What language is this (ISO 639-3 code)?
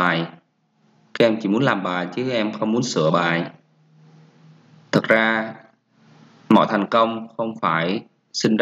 vie